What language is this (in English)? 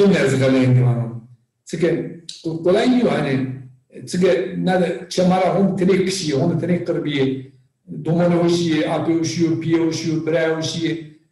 Zaza